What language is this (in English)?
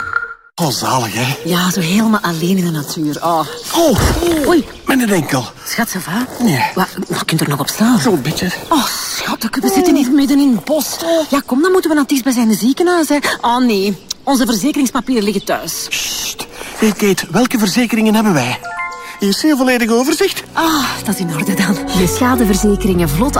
Dutch